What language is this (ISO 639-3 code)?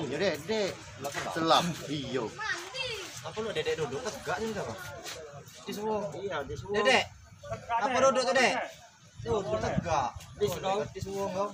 mui